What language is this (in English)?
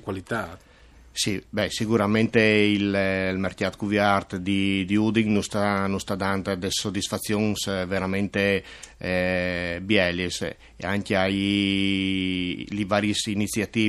Friulian